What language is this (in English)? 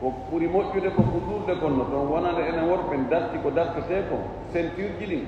Fula